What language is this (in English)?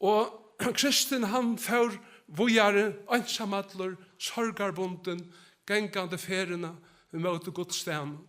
Faroese